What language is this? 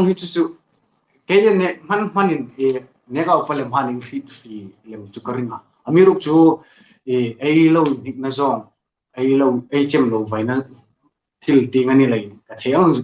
Hmar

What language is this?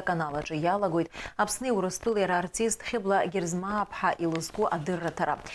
Abkhazian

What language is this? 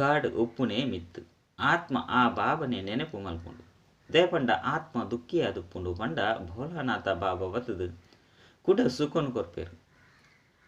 Tulu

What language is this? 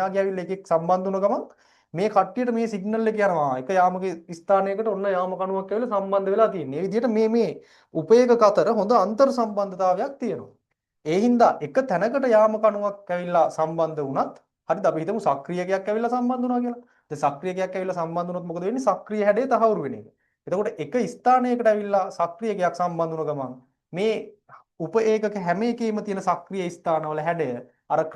Sinhala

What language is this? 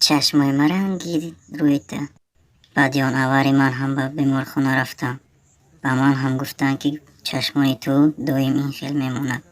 Tajik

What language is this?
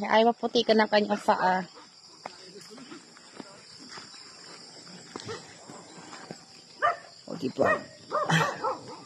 Filipino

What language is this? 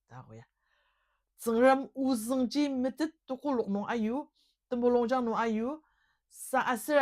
Ao Naga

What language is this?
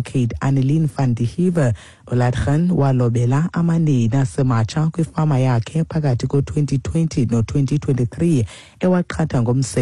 Xhosa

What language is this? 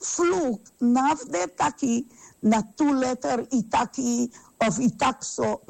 Sranan Tongo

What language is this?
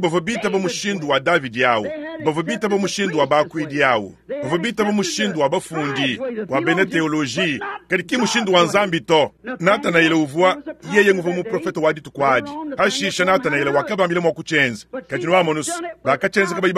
Luba-Lulua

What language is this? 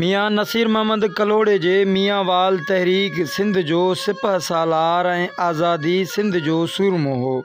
Sindhi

